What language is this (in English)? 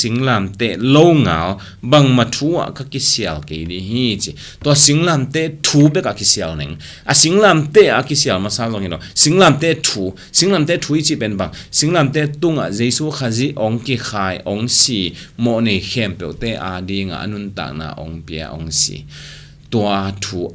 Tedim Chin